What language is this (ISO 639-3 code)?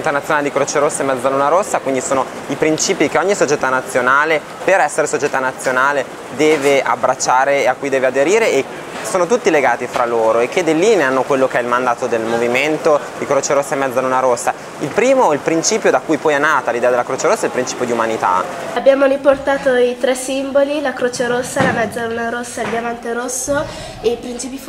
ita